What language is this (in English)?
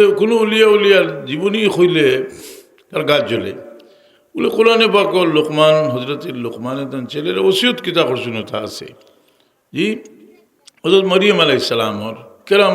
Sylheti